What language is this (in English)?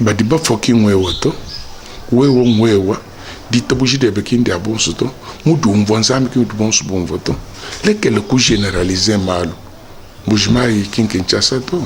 Luba-Lulua